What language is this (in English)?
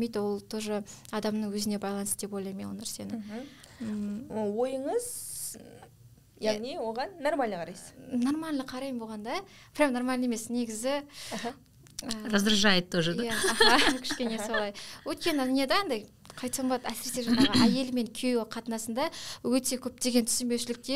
Kazakh